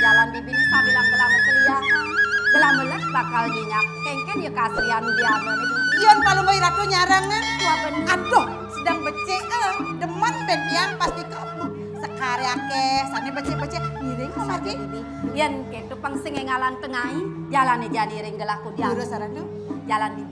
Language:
Balinese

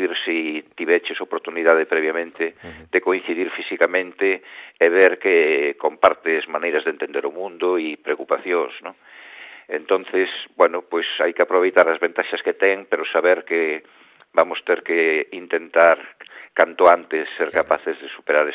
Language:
Galician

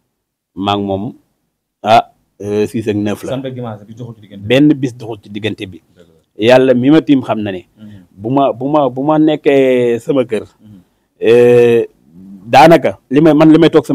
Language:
Wolof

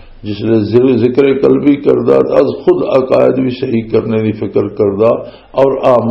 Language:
Western Panjabi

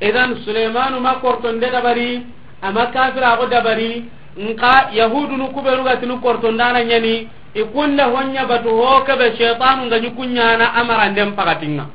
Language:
Soninke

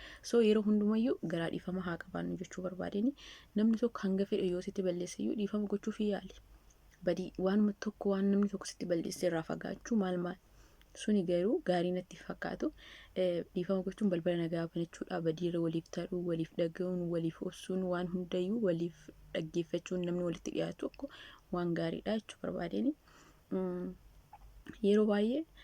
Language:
Oromo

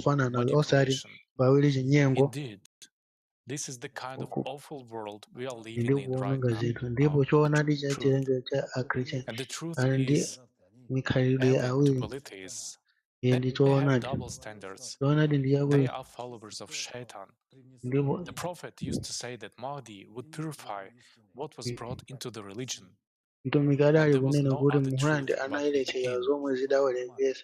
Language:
Nyanja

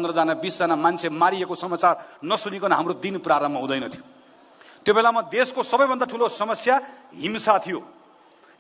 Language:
Nepali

